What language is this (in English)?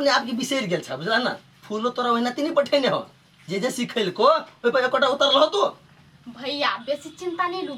Maithili